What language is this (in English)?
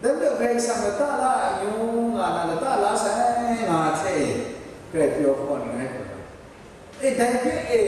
Kachin